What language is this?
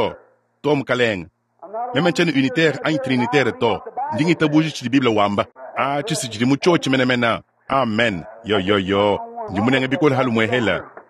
Luba-Lulua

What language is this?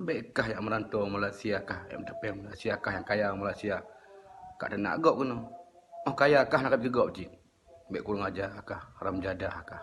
Achinese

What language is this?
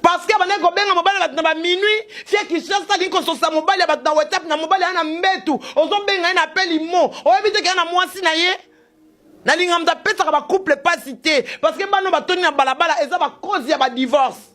Lingala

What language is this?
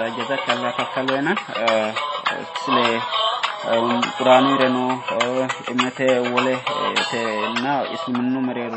Sidamo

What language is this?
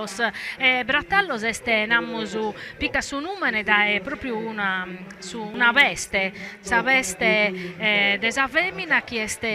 Sardinian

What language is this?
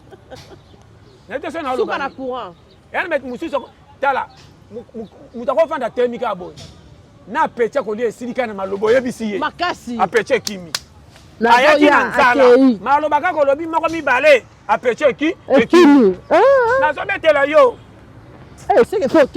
Lingala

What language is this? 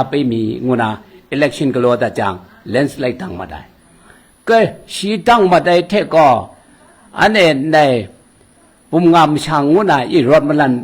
Kachin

